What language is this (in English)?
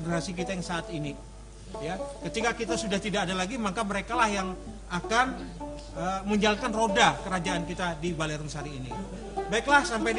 Banjar